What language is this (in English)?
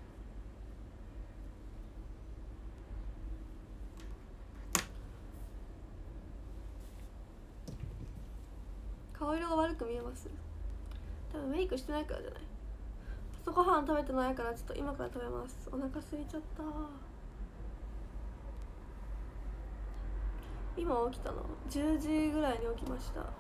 Japanese